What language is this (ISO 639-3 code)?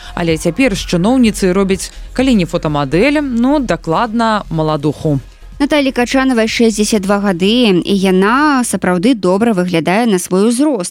bel